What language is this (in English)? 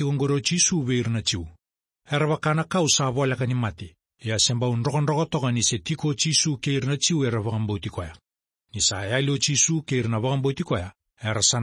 Fijian